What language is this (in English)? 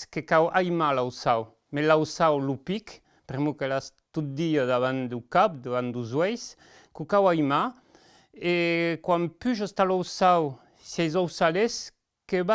Occitan